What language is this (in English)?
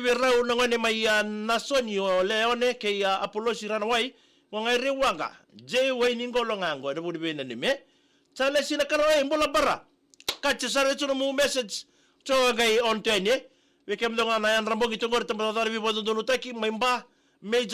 Fijian